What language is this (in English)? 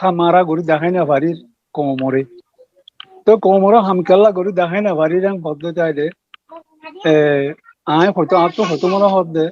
Rohingya